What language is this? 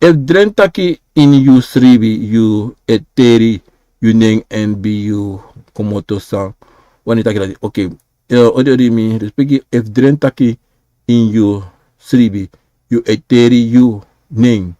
Sranan Tongo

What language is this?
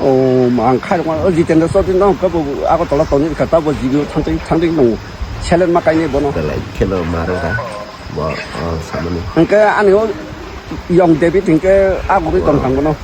Kok Borok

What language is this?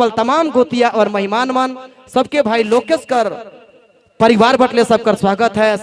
Sadri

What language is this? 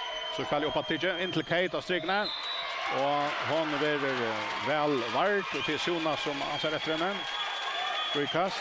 Faroese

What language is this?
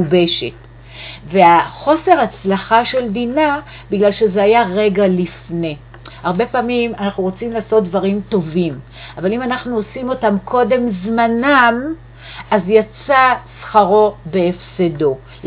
Hebrew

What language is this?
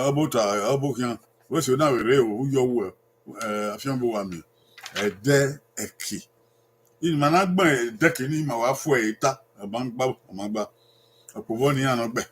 Bini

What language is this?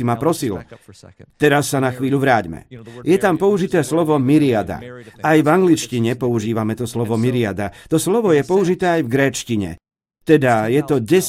Slovak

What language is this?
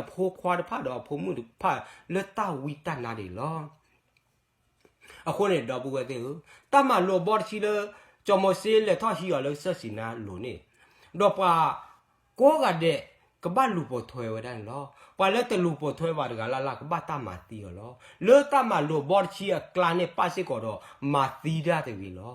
S'gaw Karen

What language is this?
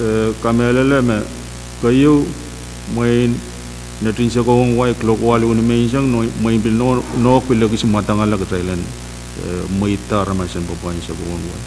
Pohnpeian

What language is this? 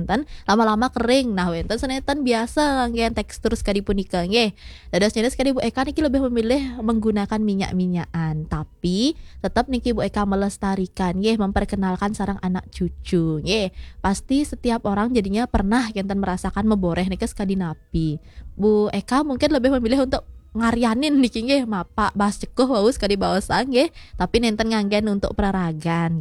Balinese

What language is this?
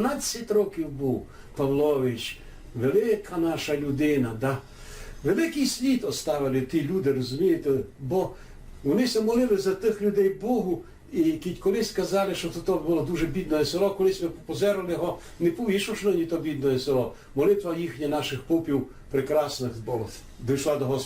Rusyn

